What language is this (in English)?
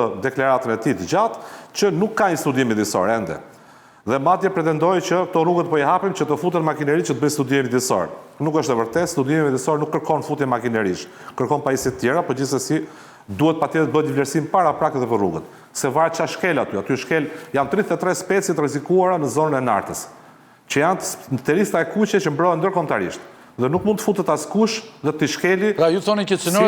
Albanian